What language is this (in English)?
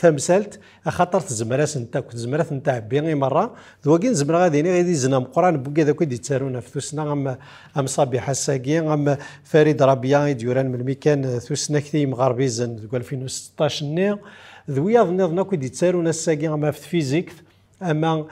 Kabyle